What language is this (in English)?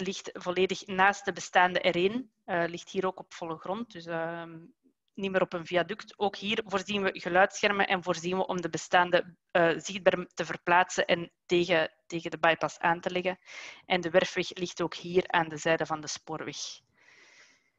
Dutch